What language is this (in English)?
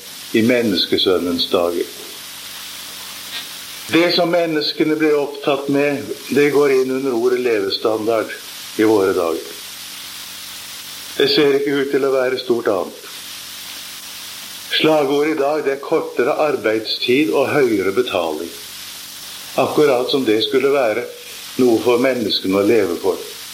Norwegian